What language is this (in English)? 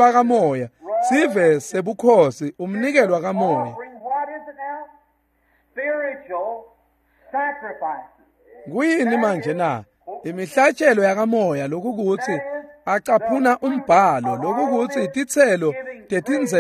Swati